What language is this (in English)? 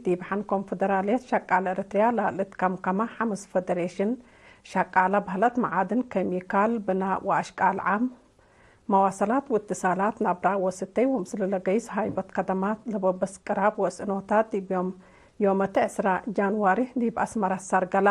Tigre